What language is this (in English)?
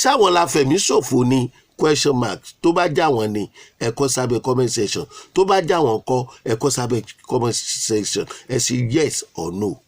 Yoruba